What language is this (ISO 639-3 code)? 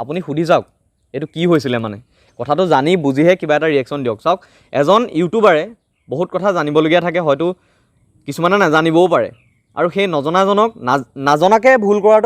asm